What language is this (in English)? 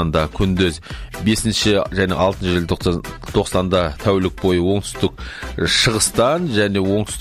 Kazakh